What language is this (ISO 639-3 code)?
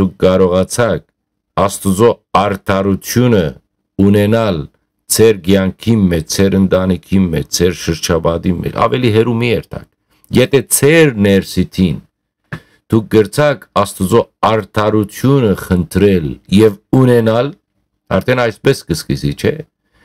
hyw